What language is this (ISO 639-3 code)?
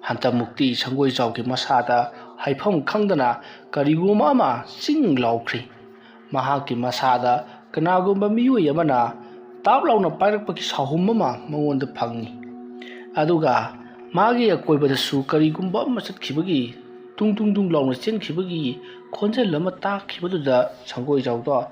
mni